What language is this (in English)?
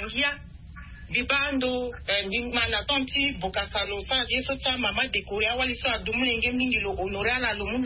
Sango